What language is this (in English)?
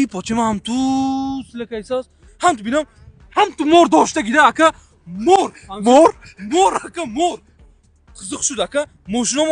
Tajik